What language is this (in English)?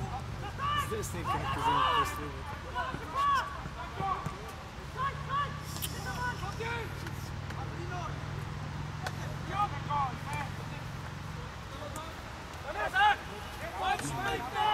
Bulgarian